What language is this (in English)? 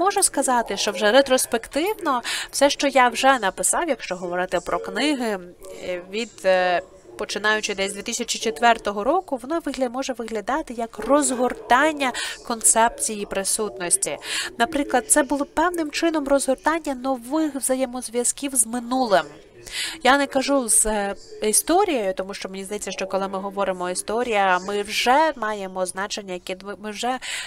Ukrainian